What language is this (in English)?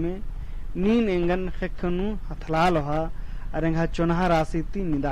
Kurukh